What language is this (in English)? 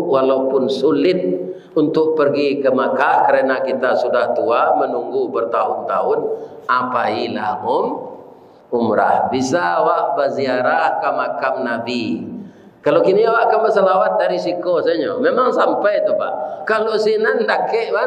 Minangkabau